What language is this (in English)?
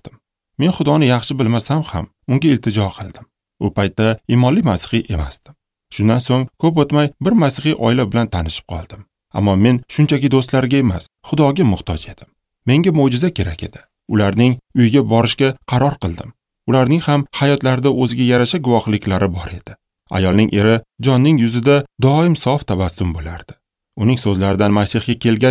Uzbek